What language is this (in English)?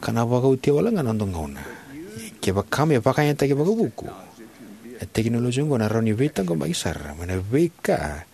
Fijian